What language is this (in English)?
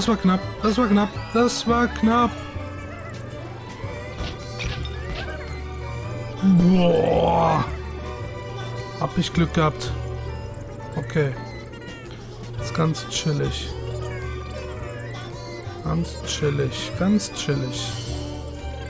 German